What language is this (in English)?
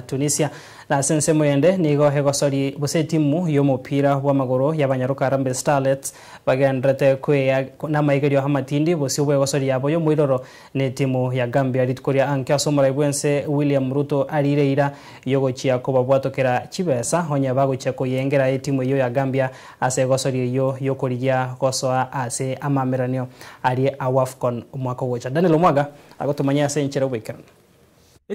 Gusii